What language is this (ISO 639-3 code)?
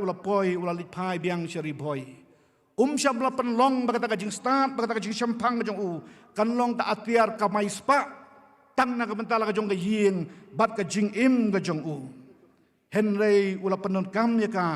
kha